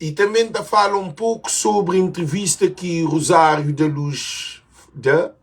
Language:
Kabuverdianu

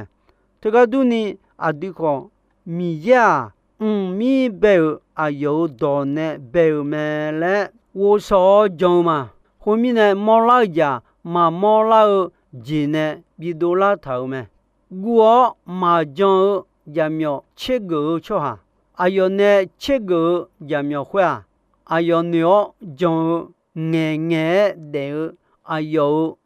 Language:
Akha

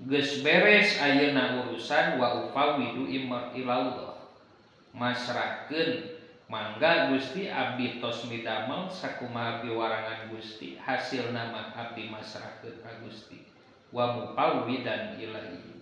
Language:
Sundanese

